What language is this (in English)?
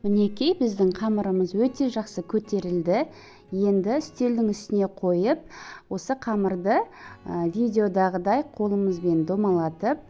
Kazakh